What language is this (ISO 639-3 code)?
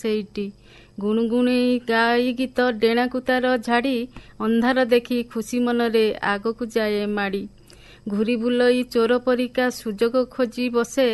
ori